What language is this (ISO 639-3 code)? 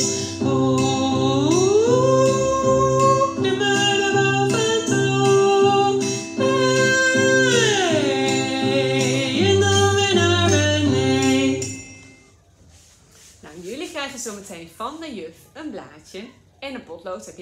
nld